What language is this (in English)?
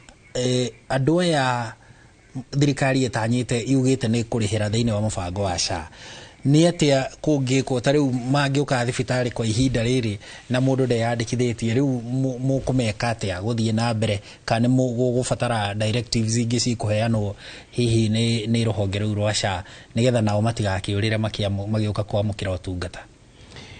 Kikuyu